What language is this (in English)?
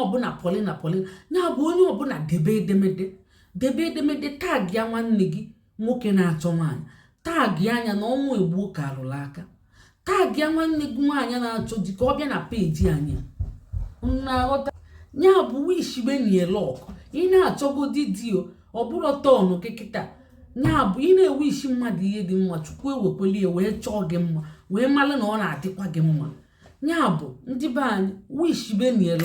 Igbo